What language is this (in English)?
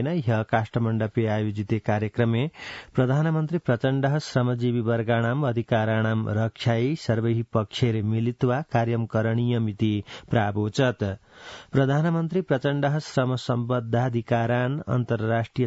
Sanskrit